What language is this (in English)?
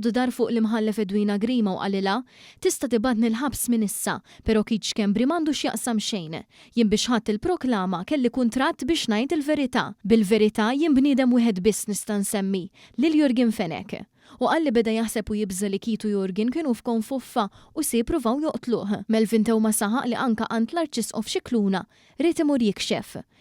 Maltese